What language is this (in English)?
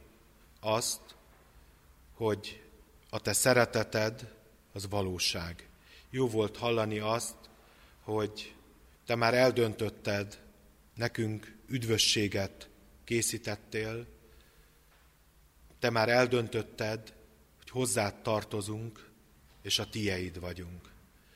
Hungarian